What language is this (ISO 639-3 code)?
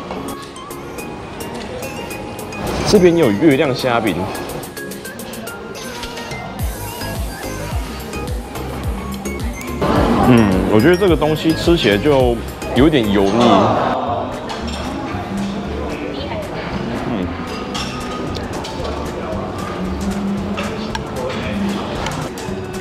zho